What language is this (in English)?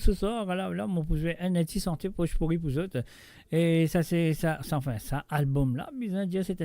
Morisyen